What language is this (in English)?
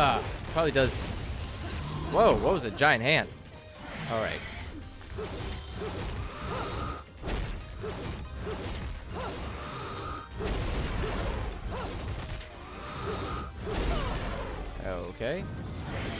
English